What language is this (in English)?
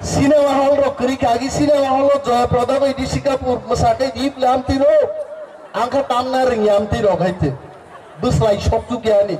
Kok Borok